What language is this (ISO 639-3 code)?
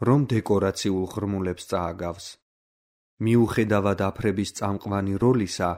kat